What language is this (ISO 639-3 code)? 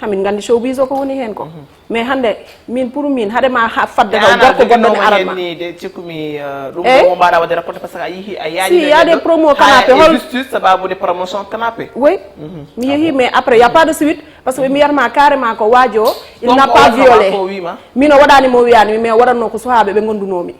ful